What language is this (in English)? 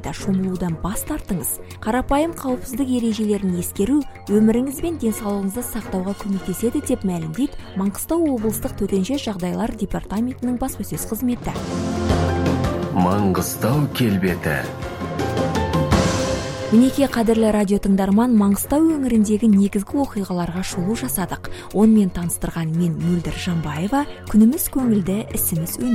Kazakh